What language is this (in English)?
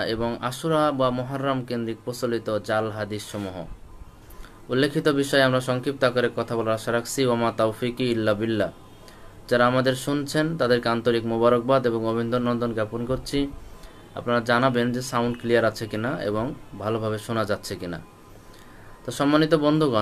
Bangla